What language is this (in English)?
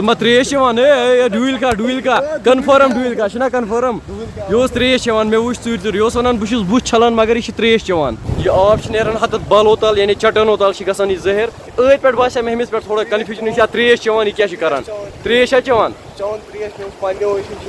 Kashmiri